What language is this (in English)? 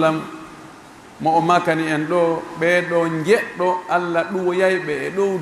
Pular